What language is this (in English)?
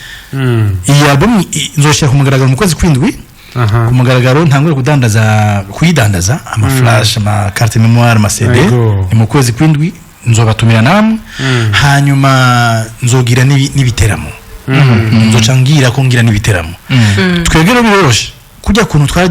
Rundi